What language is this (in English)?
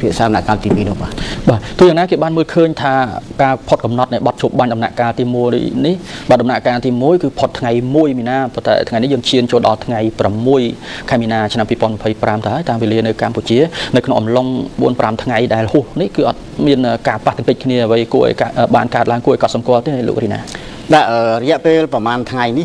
Khmer